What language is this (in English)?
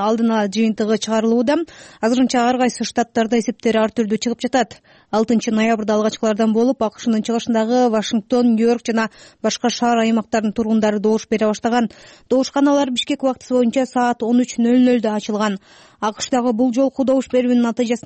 Kyrgyz